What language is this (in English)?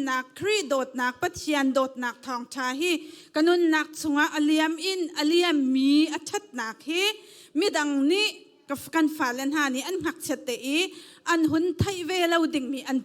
Hakha Chin